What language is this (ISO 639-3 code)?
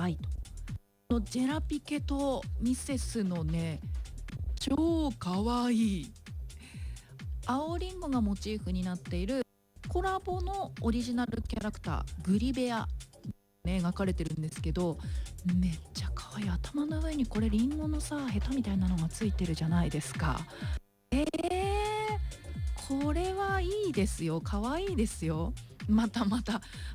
jpn